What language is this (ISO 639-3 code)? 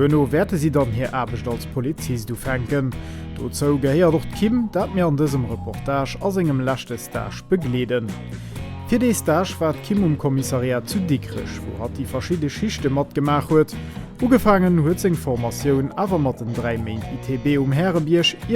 ltz